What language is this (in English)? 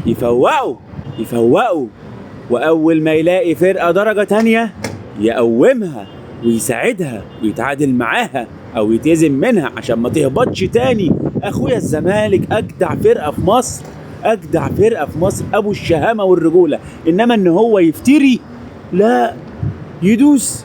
Egyptian Arabic